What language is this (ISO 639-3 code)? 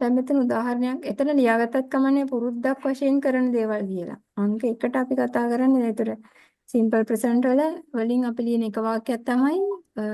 sin